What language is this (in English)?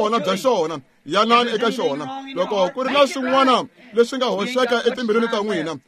Tsonga